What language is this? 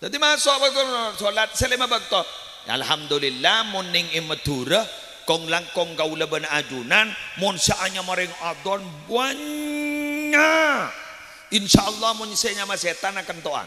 Madurese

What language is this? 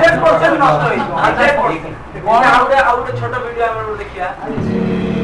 Odia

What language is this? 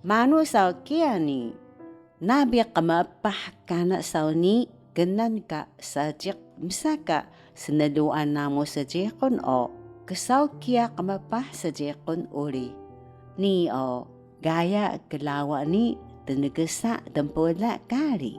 Taroko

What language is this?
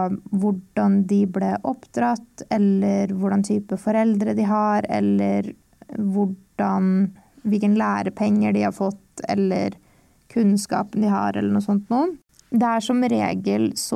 Norwegian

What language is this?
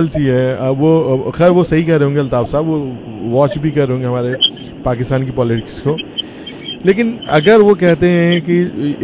Urdu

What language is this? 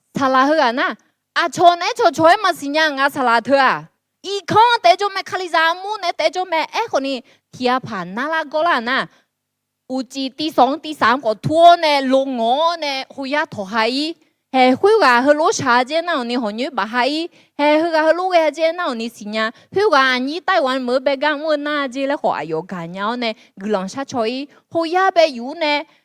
Akha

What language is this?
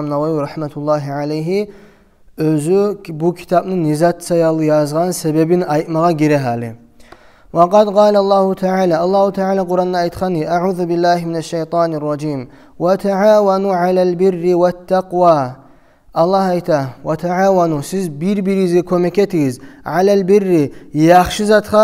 Kumyk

